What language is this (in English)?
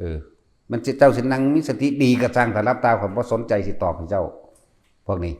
Lao